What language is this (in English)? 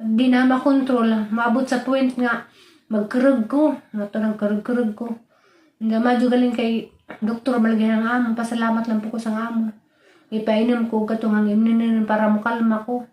Cebuano